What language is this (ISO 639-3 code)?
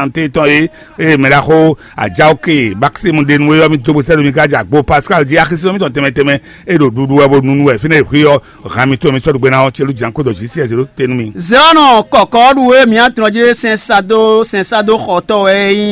fon